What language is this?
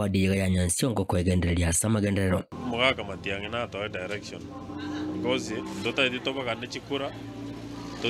Gusii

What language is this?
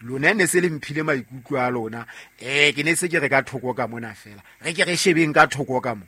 Southern Sotho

